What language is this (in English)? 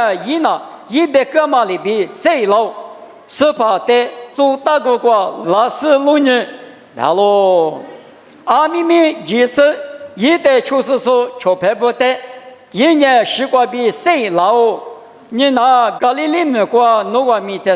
Lisu